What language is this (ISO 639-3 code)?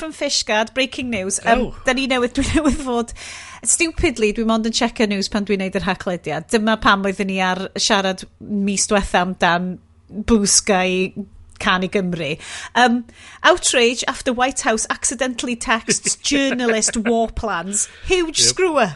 cym